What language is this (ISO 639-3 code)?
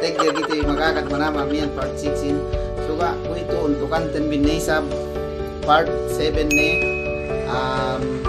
yka